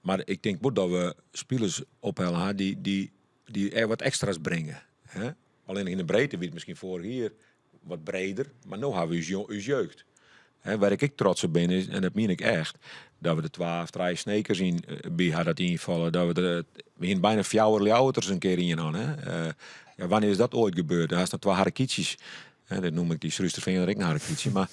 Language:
Western Frisian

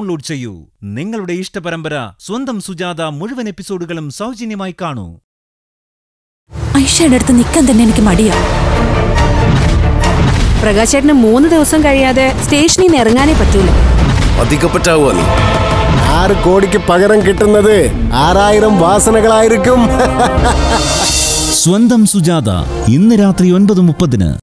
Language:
Malayalam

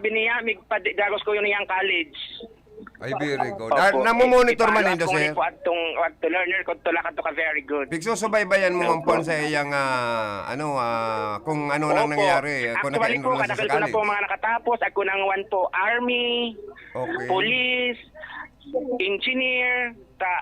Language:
Bikol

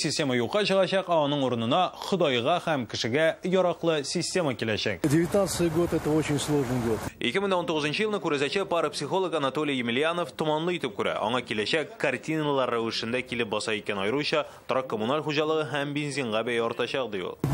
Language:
Tatar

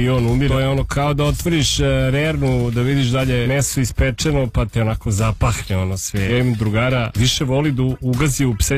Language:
Serbian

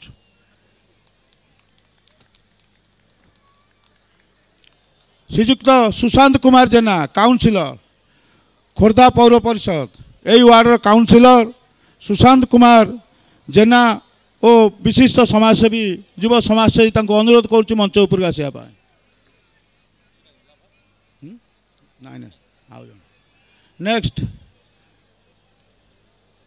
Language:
Odia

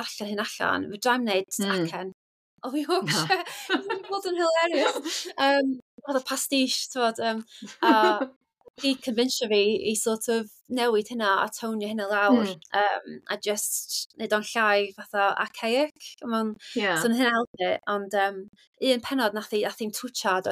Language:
Welsh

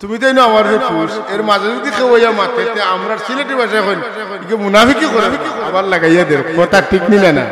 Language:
Sylheti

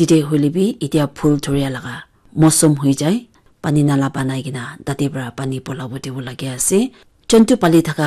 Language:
Naga Pidgin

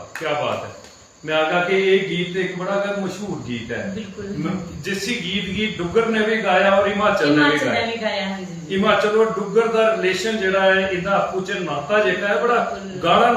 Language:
Dogri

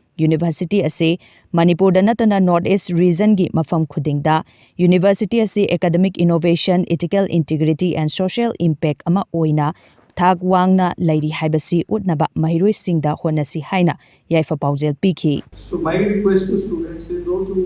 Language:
Manipuri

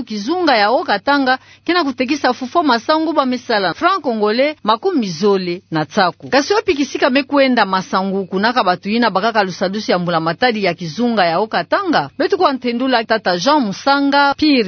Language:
Kituba (Democratic Republic of Congo)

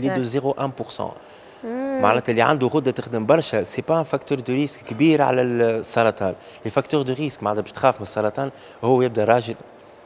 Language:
Tunisian Arabic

